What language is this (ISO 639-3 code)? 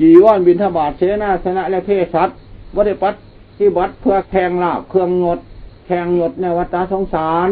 lao